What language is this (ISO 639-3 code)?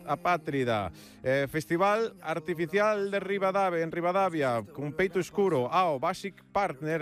glg